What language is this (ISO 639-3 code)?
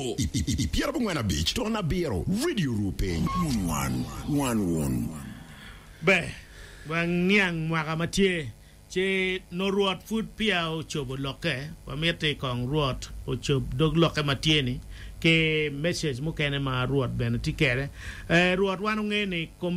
ach